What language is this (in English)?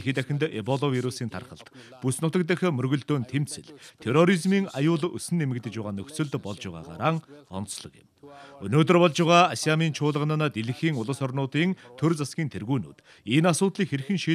Mongolian